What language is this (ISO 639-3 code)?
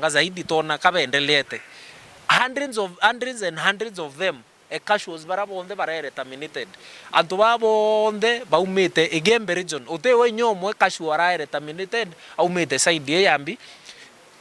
mer